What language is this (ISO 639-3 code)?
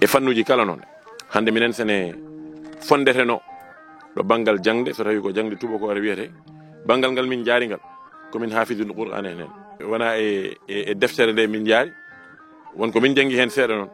ful